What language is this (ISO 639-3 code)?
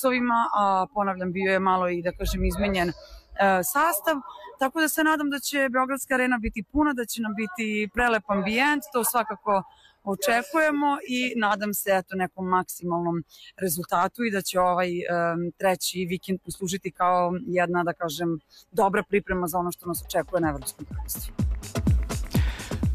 srp